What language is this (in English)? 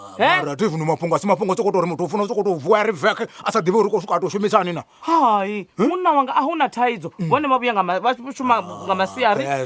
Venda